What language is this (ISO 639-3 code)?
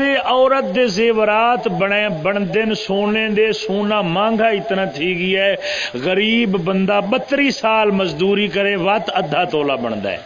skr